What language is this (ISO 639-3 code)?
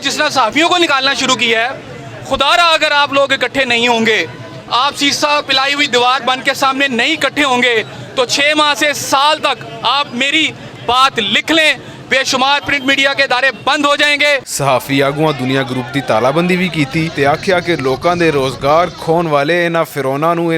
lah